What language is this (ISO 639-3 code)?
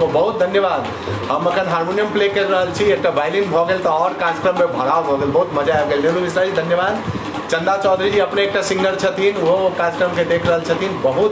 mai